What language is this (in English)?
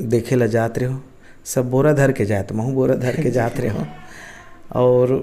Chhattisgarhi